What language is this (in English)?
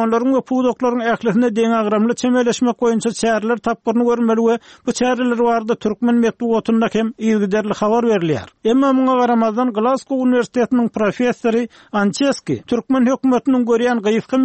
Turkmen